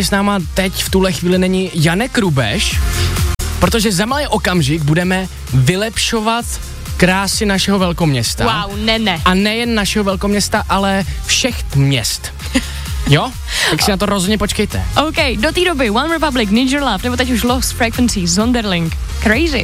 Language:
Czech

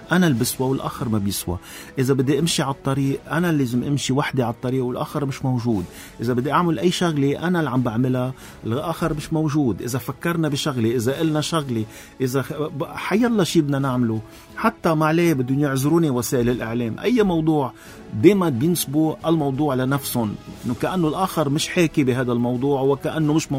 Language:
North Levantine Arabic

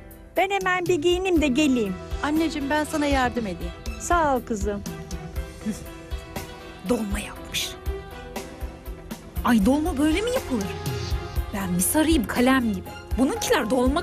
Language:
Turkish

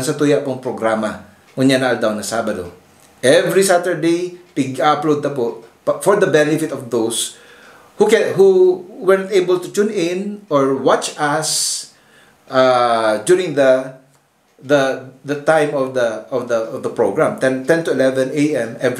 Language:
Bikol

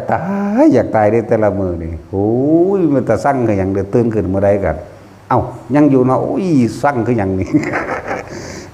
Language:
Lao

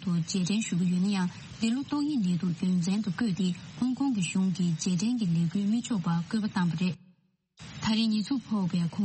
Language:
Tibetan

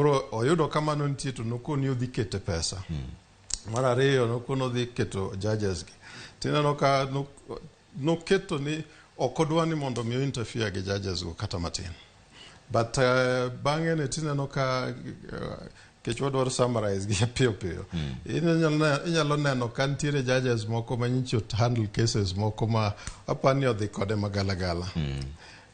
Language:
Luo (Kenya and Tanzania)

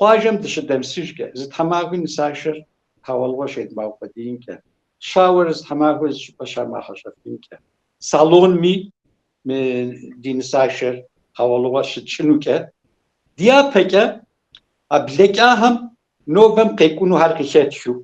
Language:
Kabardian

